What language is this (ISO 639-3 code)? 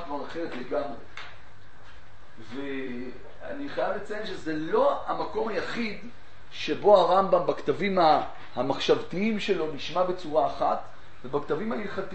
heb